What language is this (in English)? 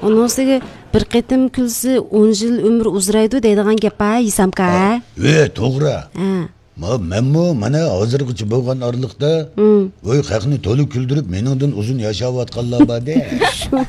Uyghur